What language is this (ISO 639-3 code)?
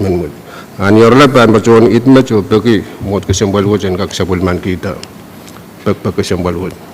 pon